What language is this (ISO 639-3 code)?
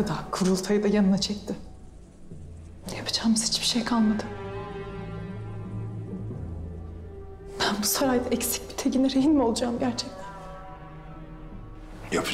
tur